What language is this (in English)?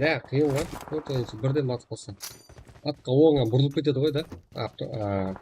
Kara-Kalpak